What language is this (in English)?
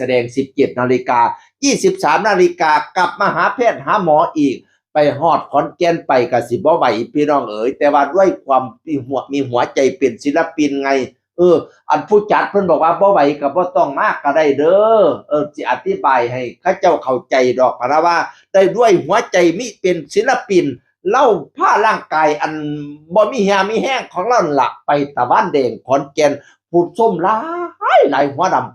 Northeastern Thai